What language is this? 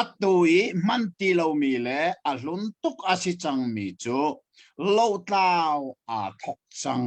Hakha Chin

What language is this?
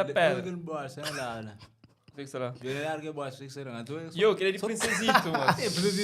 Kabuverdianu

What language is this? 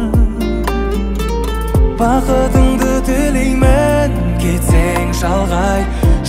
Kazakh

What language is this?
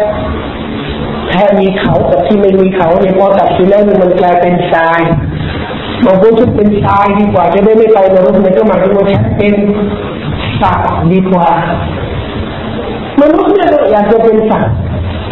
Thai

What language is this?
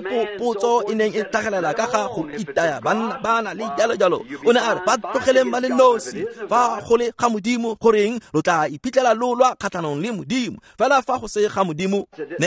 Tswana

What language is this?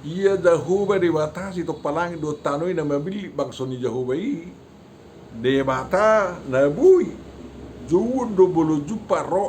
Batak Toba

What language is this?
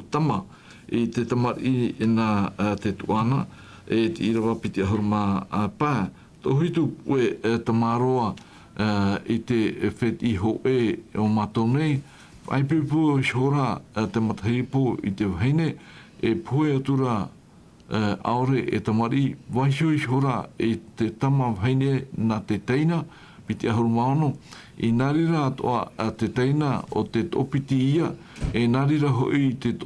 Tahitian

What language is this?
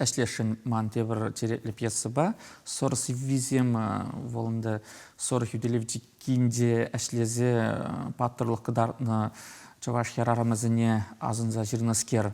Chuvash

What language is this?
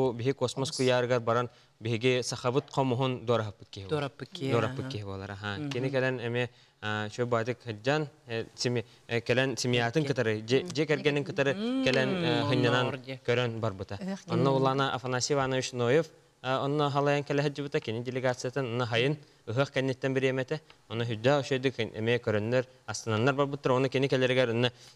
Yakut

